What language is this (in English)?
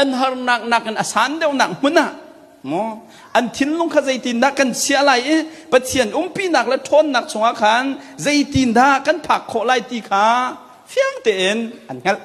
Hakha Chin